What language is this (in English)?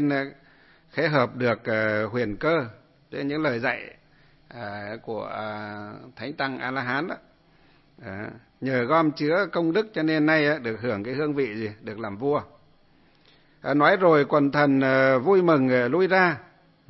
Vietnamese